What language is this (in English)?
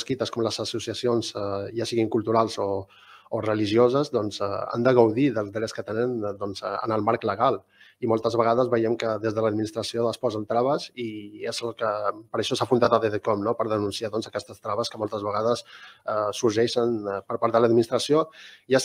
Catalan